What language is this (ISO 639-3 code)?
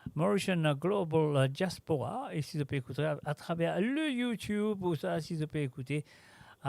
mfe